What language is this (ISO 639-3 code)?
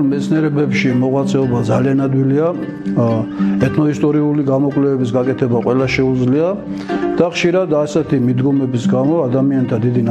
kat